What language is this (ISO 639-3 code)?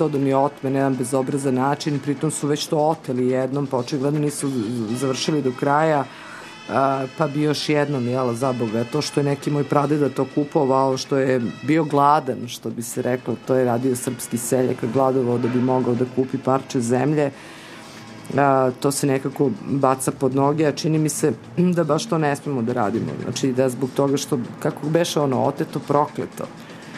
srp